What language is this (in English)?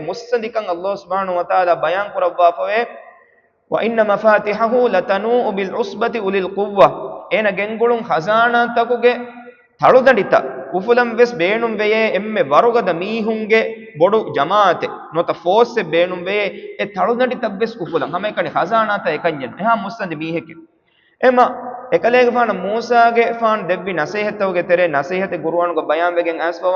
Divehi